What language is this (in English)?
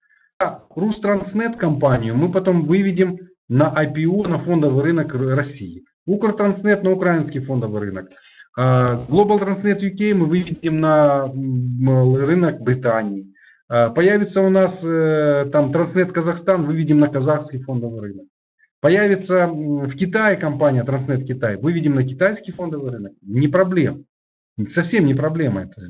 Russian